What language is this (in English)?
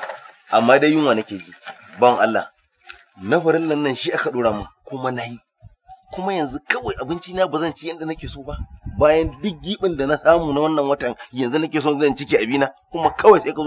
Hausa